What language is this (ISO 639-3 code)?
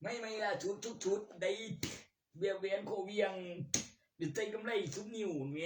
tts